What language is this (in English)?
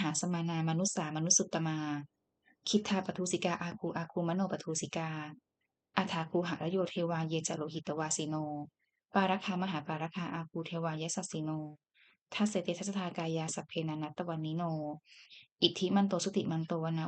Pali